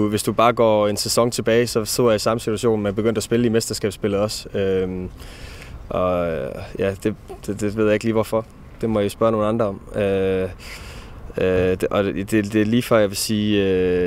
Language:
Danish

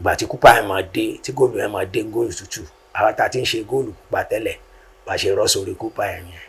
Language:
Yoruba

